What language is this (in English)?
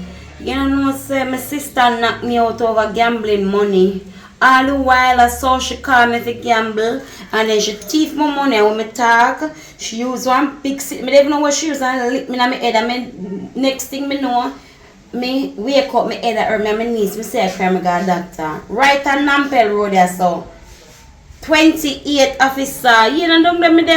Jamaican Creole English